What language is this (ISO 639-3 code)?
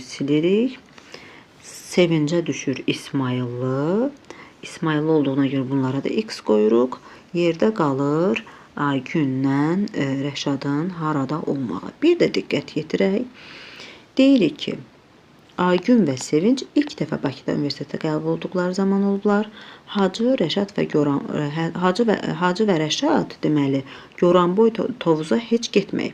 aze